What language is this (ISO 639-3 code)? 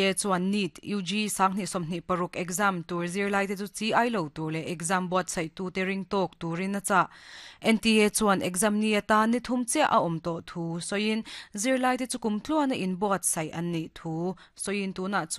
lus